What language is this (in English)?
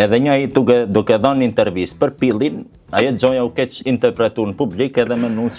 Albanian